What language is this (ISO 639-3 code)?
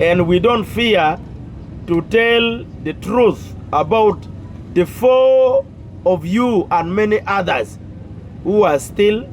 ach